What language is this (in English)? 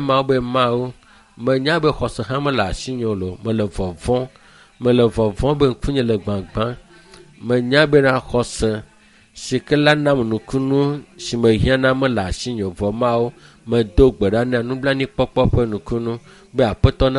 Ewe